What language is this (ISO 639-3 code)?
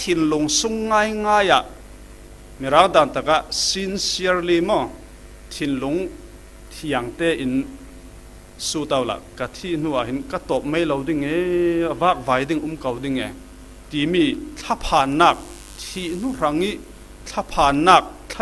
cfm